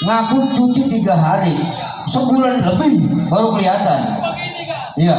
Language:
Betawi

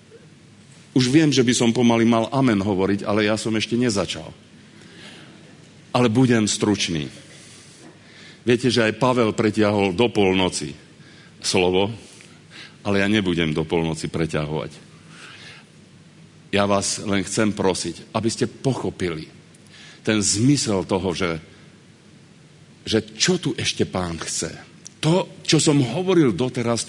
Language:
Slovak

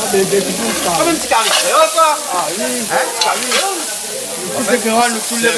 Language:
Réunion Creole French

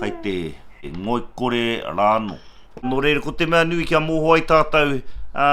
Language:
Māori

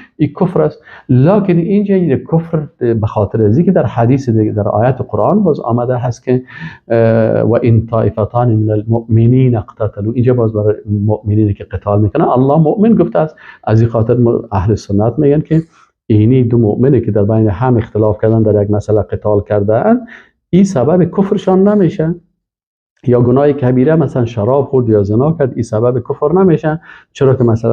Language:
Persian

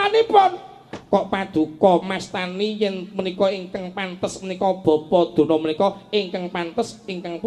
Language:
Javanese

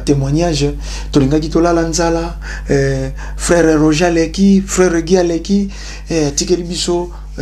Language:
Lingala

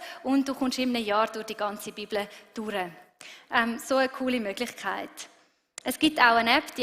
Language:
Swiss German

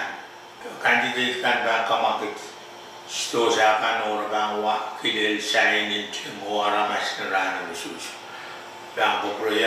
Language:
Pohnpeian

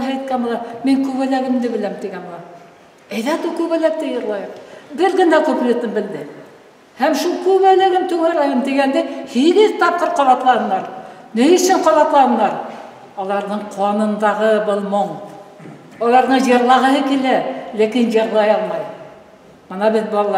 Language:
Bashkir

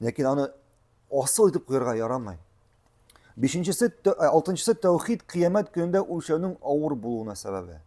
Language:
Tatar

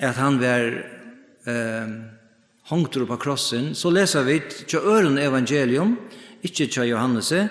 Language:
Faroese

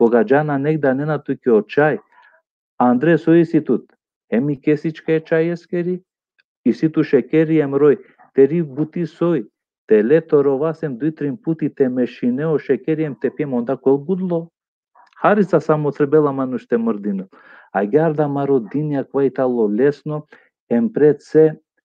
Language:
Balkan Romani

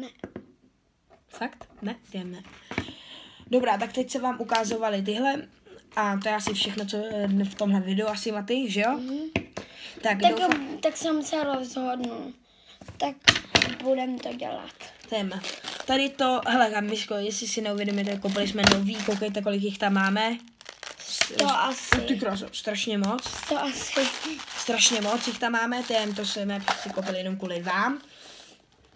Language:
Czech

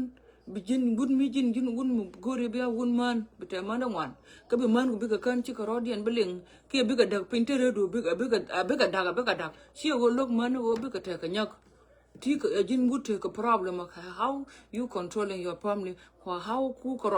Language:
Nuer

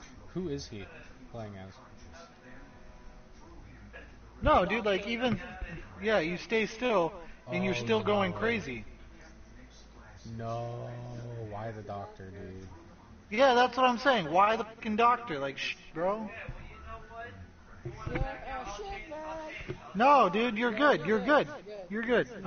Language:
English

